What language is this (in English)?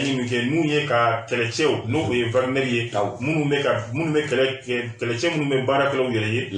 Bambara